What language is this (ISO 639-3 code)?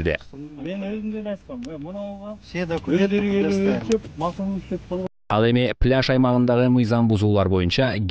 kir